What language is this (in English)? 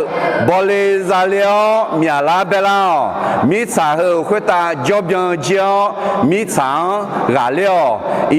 Akha